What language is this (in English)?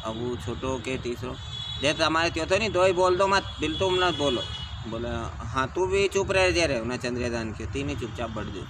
Rajasthani